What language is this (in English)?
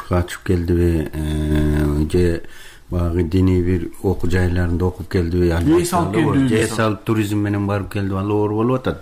Kyrgyz